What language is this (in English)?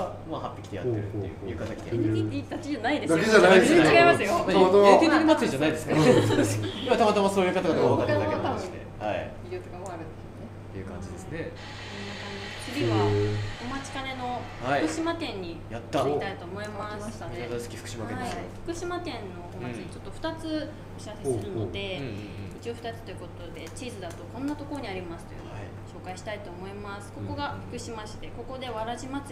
Japanese